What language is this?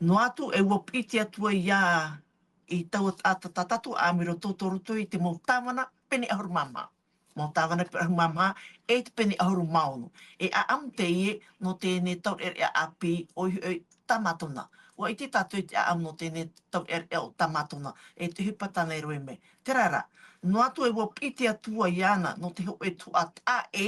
Tahitian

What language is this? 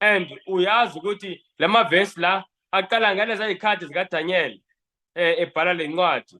Zulu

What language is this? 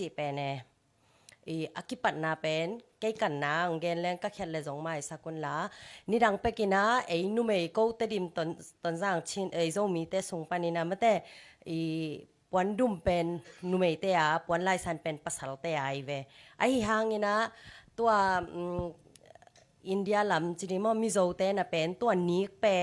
Tedim Chin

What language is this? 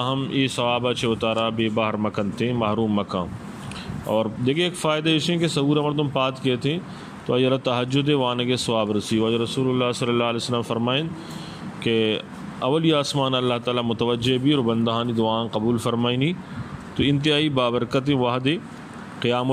Eastern Balochi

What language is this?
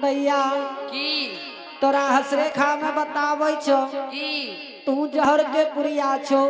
Angika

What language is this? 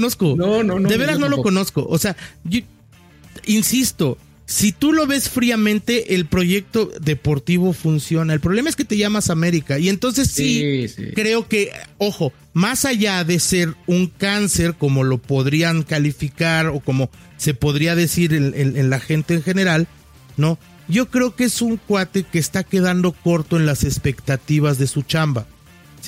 Spanish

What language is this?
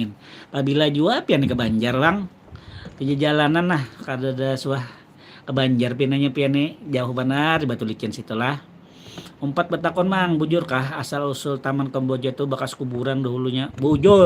Banjar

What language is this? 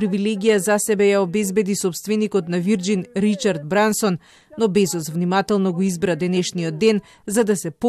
Macedonian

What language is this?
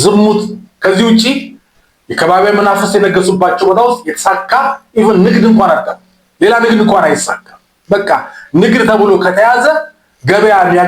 Amharic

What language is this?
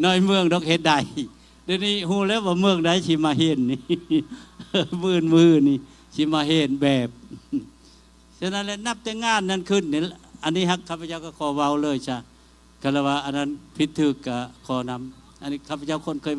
Lao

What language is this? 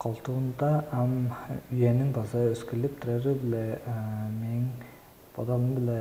Tuvinian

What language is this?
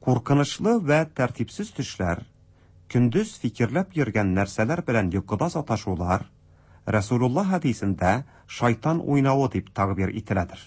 Tatar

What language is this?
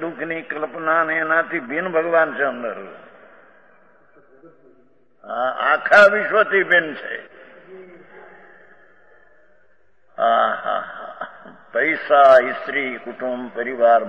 Gujarati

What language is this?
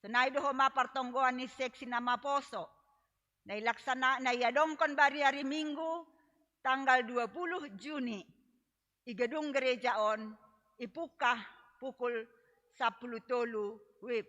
Batak Simalungun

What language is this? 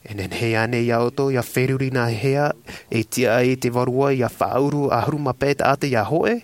Tahitian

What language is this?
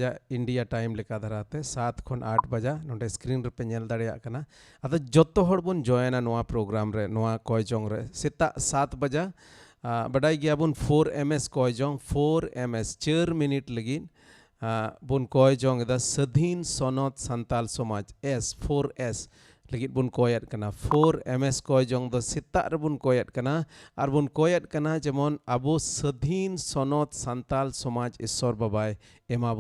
Santali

